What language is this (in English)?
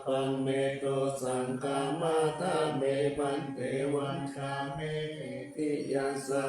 Pali